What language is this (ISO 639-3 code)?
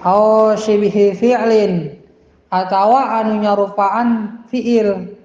sun